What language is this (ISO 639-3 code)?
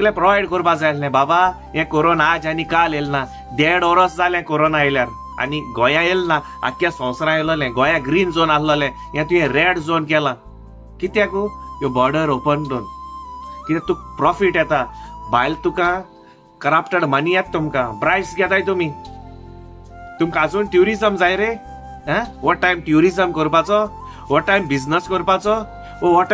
kok